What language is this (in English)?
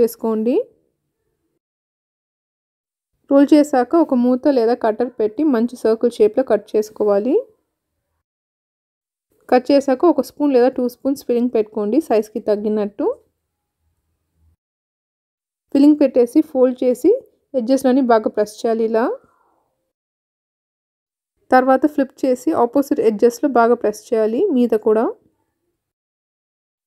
Telugu